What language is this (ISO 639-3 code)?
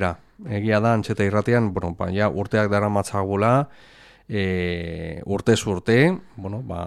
eus